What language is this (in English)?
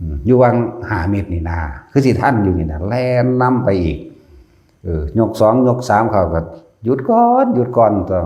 Northeastern Thai